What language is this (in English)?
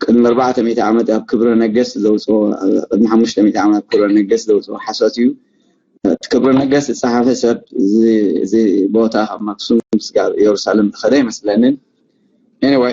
Tigrinya